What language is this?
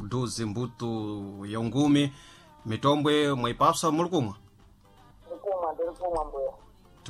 Sena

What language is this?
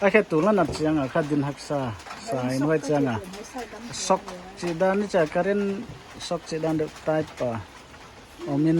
Paite Chin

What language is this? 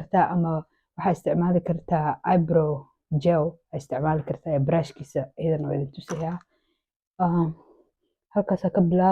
Somali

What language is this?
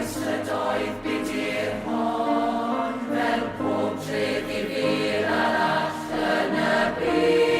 Welsh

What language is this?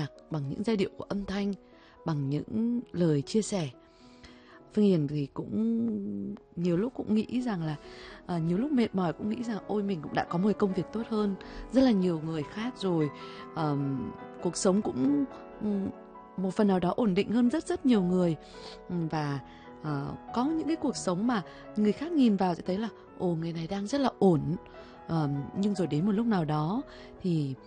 Vietnamese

